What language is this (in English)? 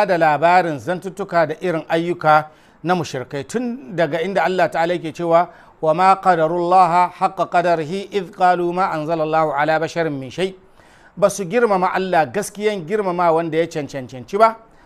Hausa